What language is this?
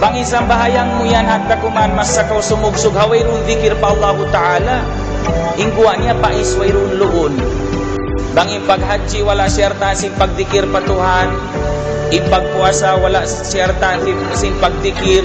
Tausug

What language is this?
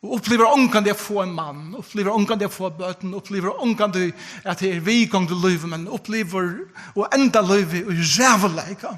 Faroese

